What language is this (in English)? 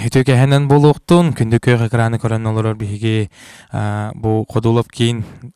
Yakut